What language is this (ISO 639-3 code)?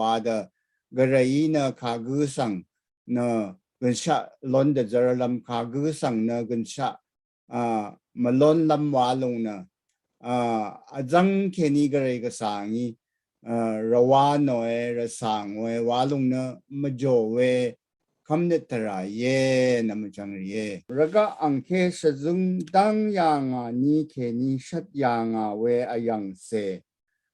raw